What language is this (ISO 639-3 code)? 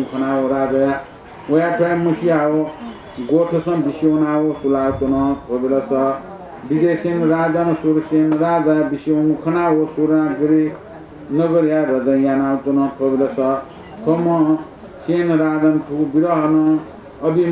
new